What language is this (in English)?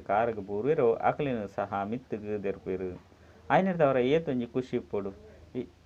Tulu